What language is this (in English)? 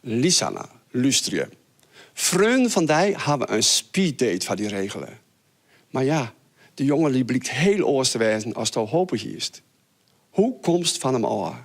Western Frisian